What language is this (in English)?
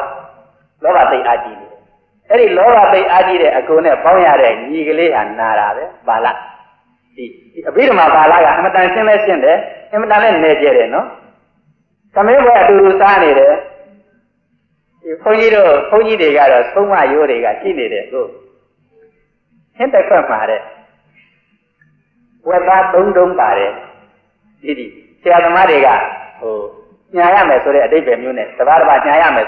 Burmese